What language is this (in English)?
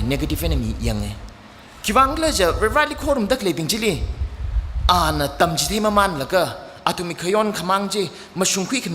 Tangkhul Naga (India)